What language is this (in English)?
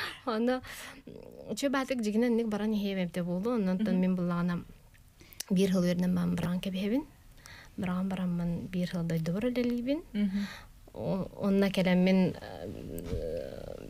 Yakut